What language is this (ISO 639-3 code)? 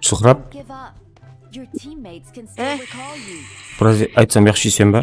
kaa